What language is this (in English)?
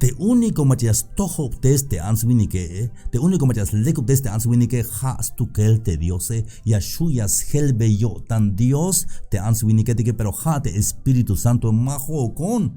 Tzeltal